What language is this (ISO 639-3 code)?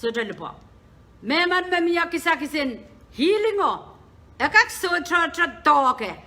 pon